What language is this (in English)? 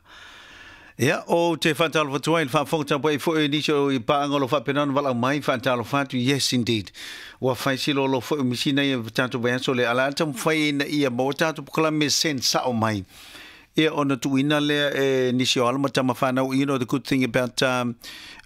Samoan